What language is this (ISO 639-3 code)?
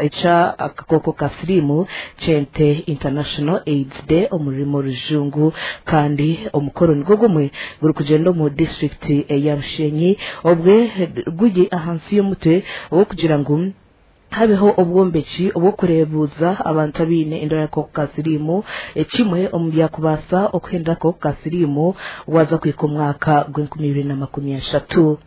nyn